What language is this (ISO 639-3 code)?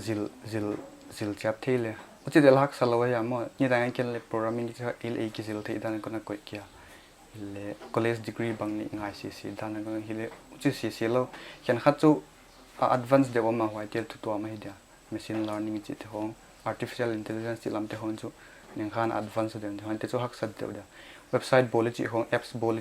pck